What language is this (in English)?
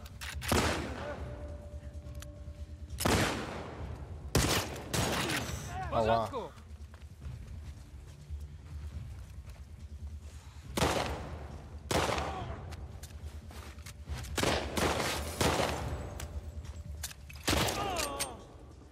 Polish